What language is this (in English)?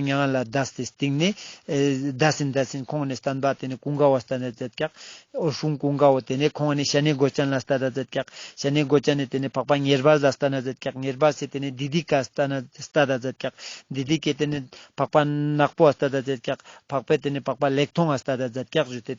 Ladakhi